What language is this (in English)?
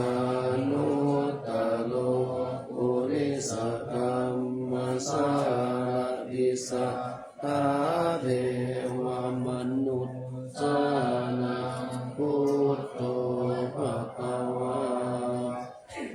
Pali